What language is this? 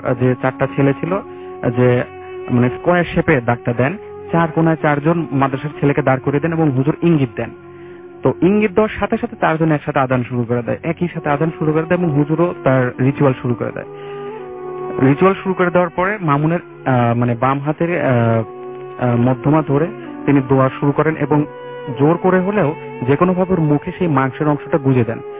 Bangla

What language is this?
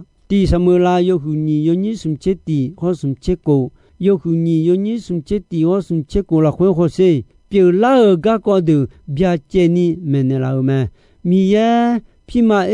Akha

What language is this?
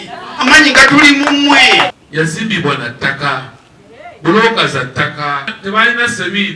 Ganda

